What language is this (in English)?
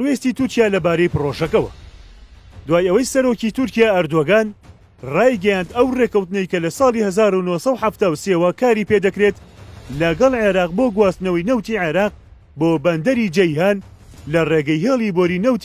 Central Kurdish